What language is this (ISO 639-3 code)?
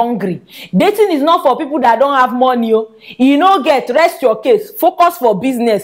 pcm